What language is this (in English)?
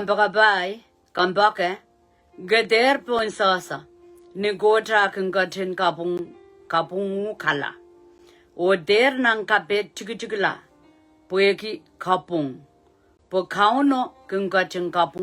Pohnpeian